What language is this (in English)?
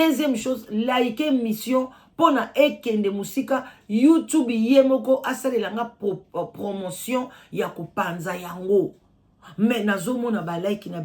Lingala